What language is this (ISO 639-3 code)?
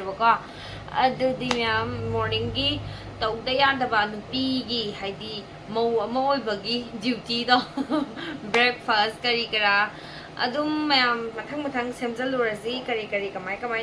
mni